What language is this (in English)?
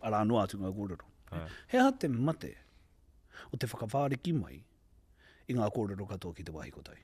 Māori